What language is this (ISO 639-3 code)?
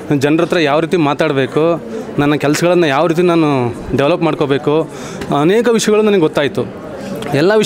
kan